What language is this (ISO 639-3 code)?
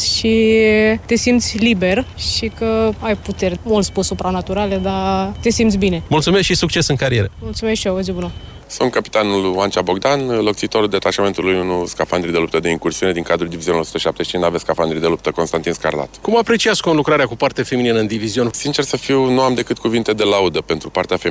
ron